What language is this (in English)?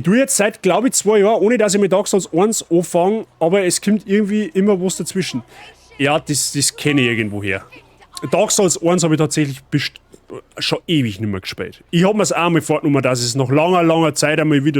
Bavarian